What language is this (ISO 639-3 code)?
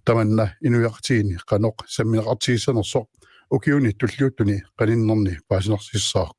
kal